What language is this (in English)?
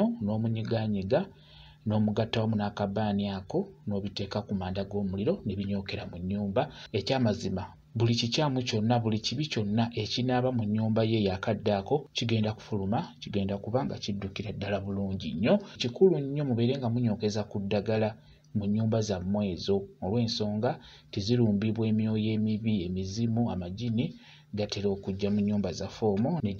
Ganda